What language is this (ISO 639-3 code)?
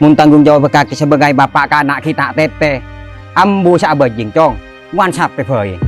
mad